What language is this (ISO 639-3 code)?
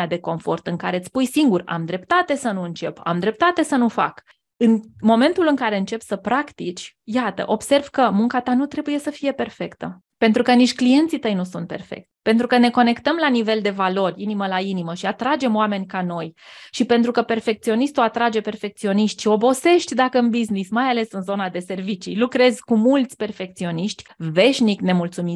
ron